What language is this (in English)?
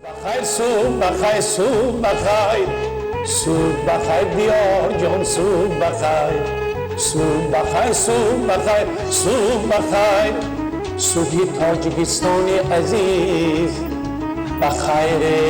Tajik